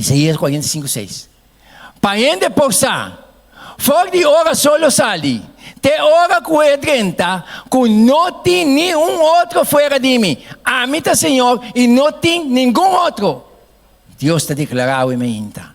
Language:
Papiamento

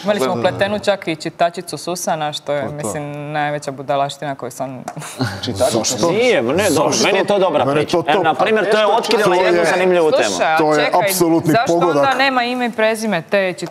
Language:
Croatian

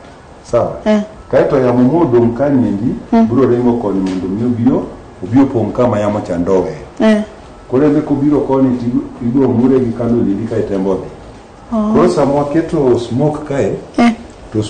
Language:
Luo (Kenya and Tanzania)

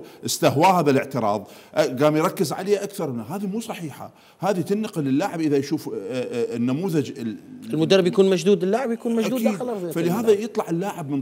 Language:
Mesopotamian Arabic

